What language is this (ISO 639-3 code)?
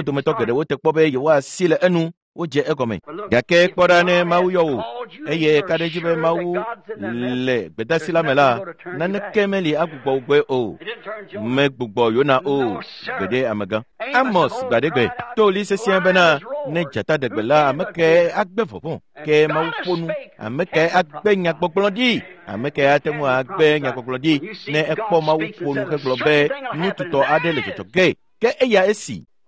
ewe